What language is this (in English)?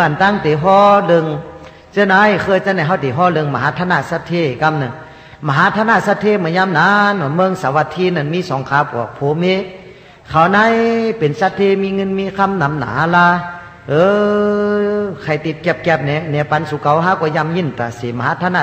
Shan